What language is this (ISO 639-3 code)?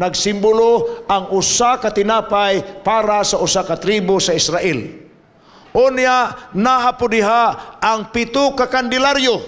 ceb